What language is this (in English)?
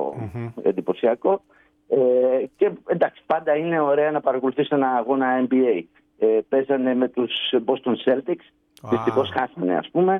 Greek